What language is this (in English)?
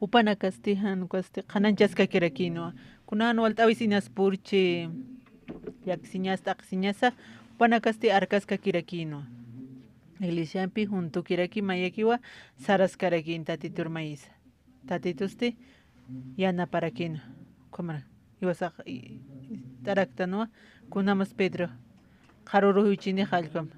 Aymara